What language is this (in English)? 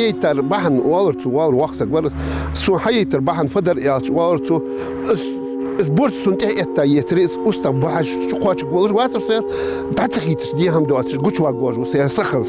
Ingush